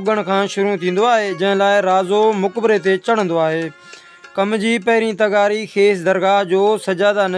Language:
Sindhi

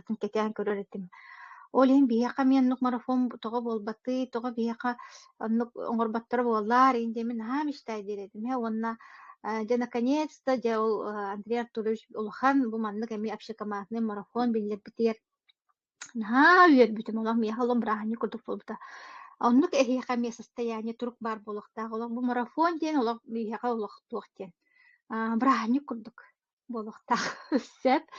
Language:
Yakut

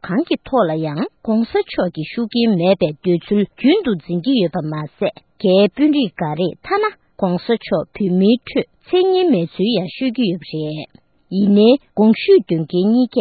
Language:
Tibetan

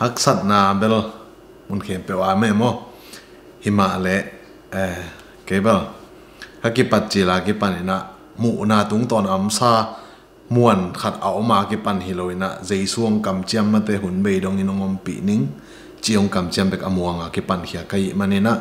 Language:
Tedim Chin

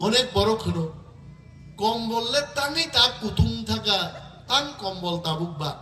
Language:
Kok Borok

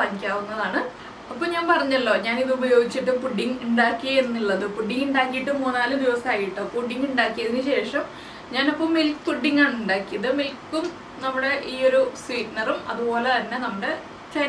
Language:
Malayalam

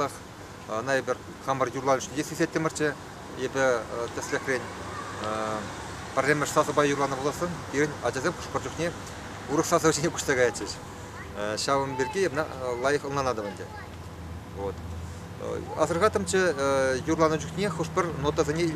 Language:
Chuvash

